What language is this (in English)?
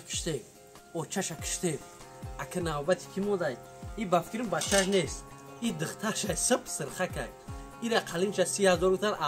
Tajik